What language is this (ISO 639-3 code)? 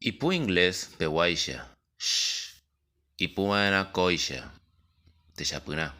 grn